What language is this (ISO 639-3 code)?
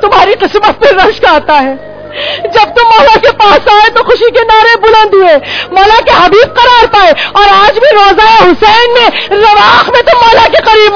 urd